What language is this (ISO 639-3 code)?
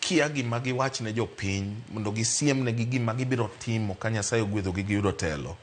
luo